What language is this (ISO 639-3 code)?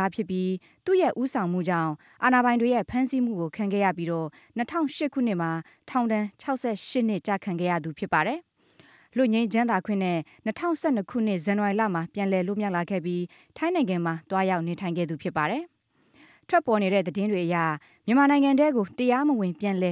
mya